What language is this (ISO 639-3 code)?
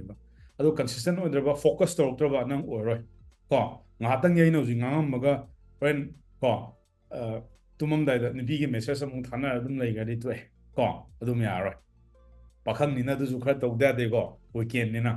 mni